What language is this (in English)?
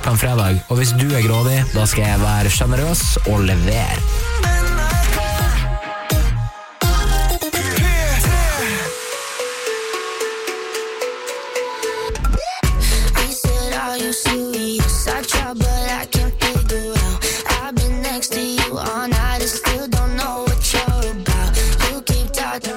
Norwegian